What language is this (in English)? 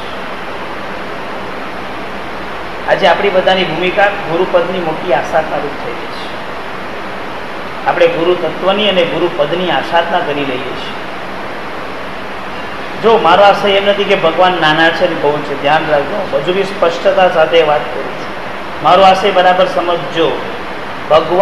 Gujarati